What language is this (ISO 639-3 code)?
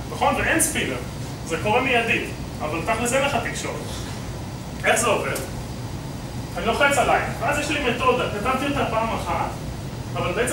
heb